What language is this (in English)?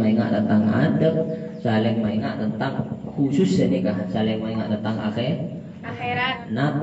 Madurese